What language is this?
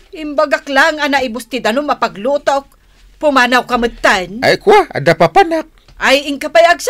Iloko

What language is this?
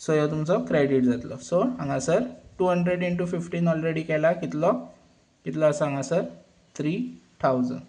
Konkani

